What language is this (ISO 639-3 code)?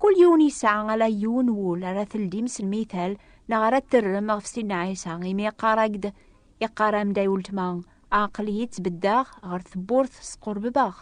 kab